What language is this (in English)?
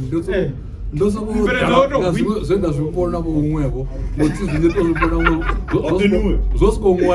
Venda